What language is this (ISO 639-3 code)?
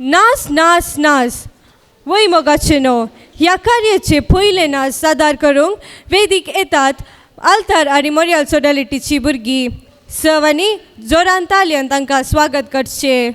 kok